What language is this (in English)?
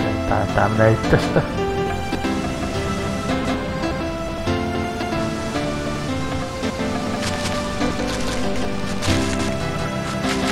Finnish